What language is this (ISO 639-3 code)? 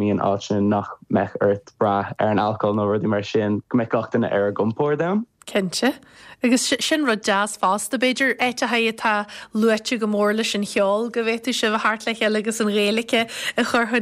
gle